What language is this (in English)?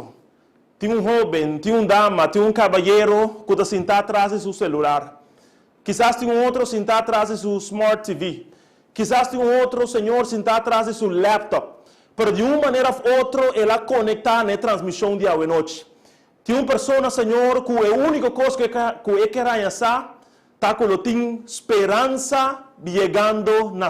Papiamento